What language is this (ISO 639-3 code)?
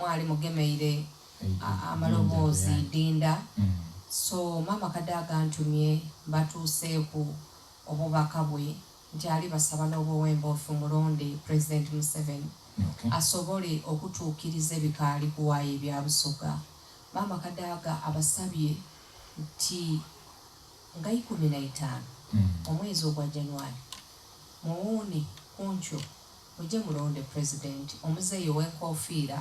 xog